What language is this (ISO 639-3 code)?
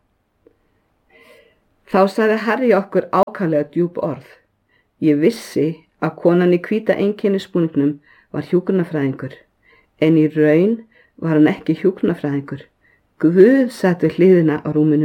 isl